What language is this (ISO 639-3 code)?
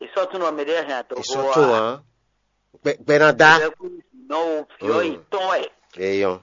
fon